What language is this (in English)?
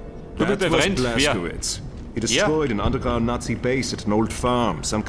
Bavarian